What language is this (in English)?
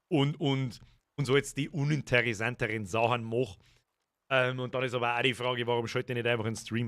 Bavarian